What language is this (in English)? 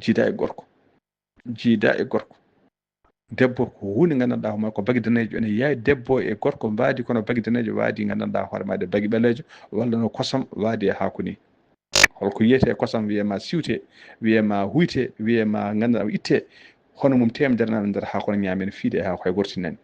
Fula